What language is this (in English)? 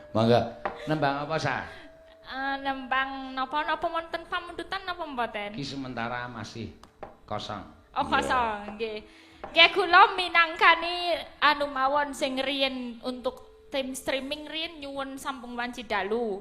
Javanese